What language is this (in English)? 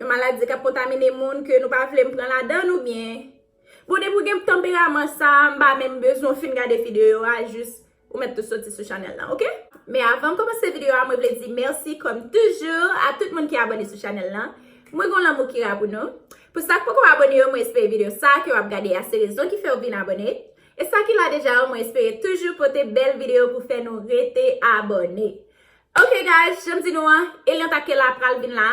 Haitian Creole